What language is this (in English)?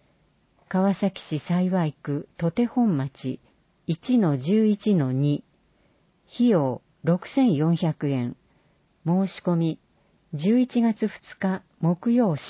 Japanese